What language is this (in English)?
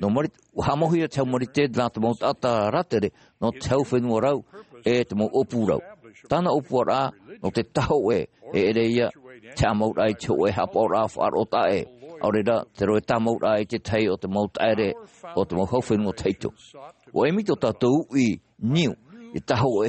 Tahitian